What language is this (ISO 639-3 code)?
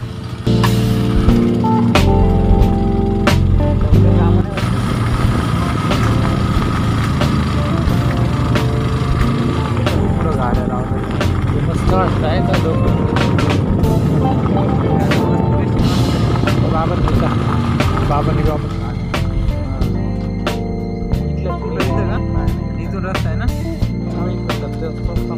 mar